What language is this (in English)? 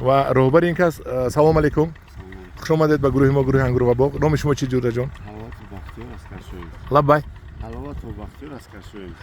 Tajik